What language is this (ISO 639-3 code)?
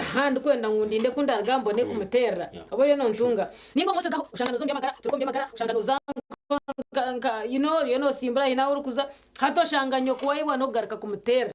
nyn